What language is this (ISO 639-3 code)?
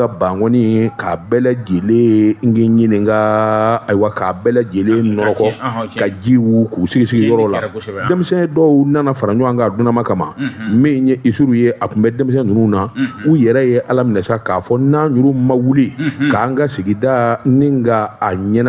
bam